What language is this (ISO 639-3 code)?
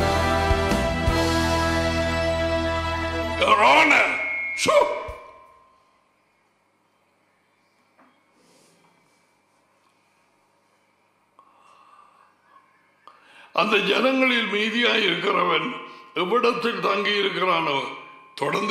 tam